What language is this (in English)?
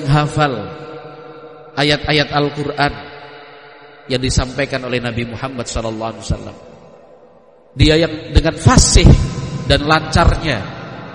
Indonesian